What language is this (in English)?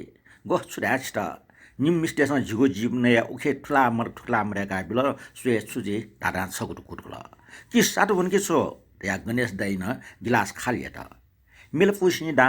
Newari